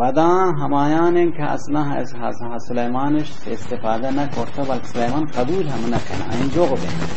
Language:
Baluchi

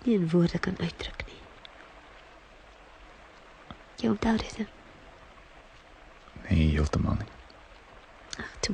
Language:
Afrikaans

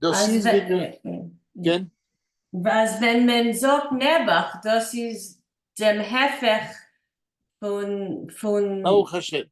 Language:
Yiddish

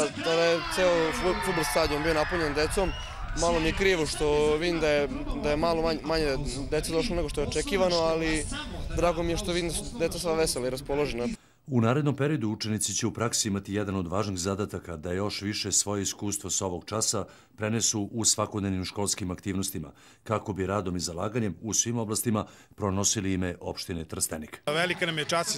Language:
Serbian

